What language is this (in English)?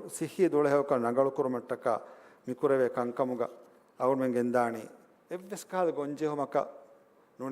Divehi